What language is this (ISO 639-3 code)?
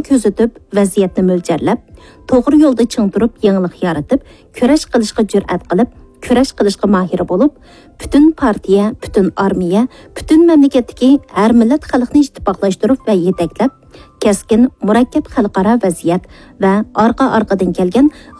uig